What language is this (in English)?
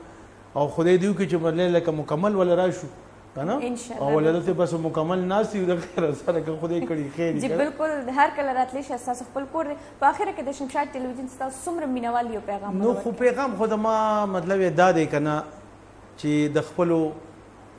Pashto